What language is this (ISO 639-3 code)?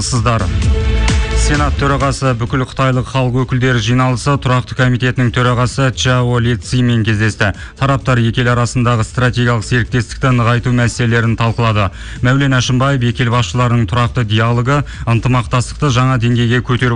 kaz